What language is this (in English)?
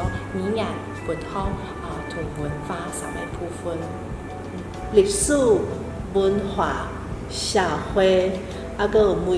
Min Nan Chinese